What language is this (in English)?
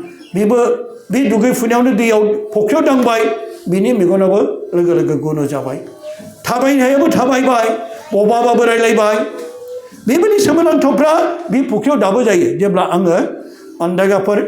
Bodo